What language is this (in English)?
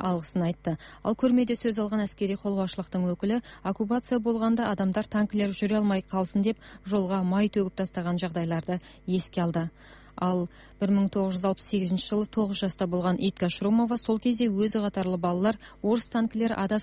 Kazakh